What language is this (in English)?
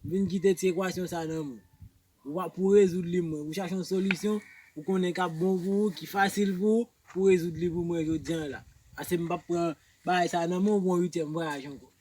Haitian Creole